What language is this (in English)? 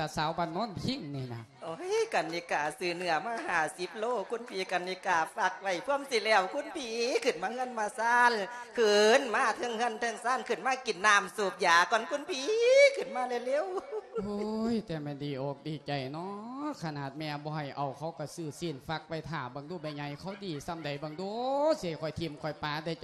Lao